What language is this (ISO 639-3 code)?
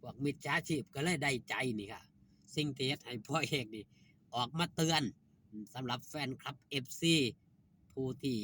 lao